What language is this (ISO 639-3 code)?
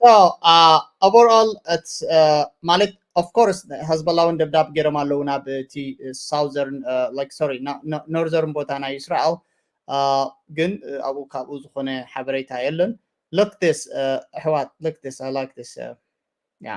tir